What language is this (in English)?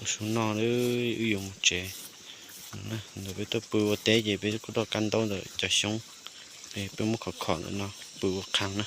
Hmong